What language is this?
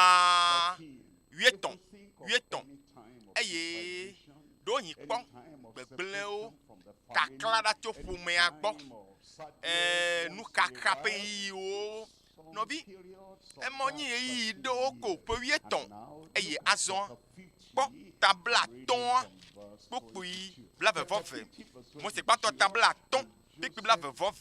Ewe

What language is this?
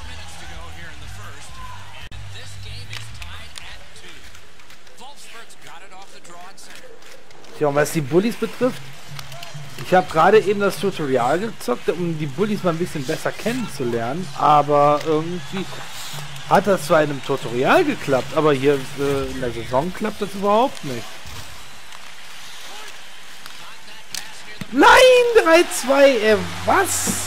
German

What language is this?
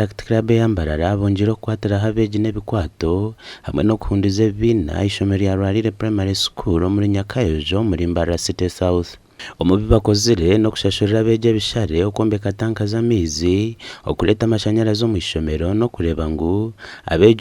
Nyankole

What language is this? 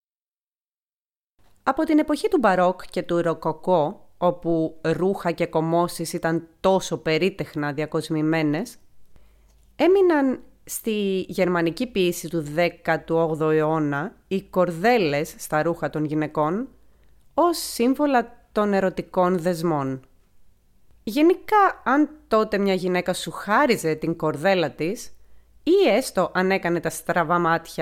Greek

